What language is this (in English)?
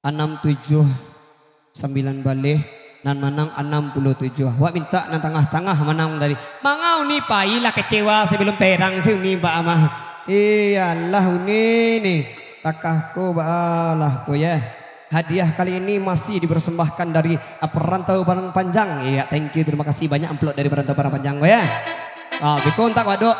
Minangkabau